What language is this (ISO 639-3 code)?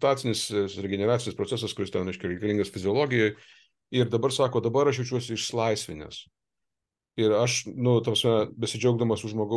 lit